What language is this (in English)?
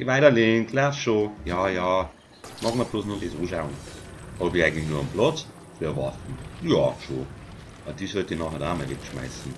Bavarian